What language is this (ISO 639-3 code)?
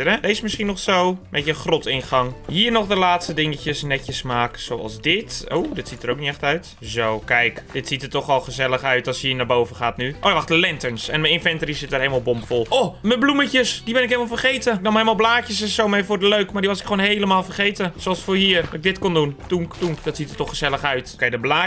nld